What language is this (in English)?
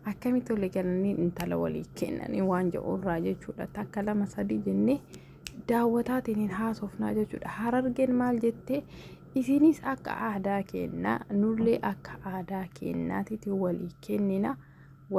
Oromo